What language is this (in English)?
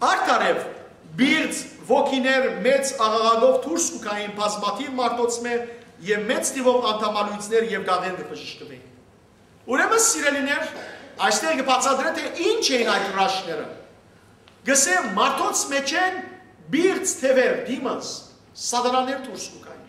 Western Armenian